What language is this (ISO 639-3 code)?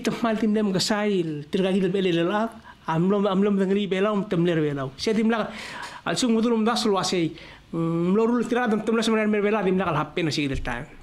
pau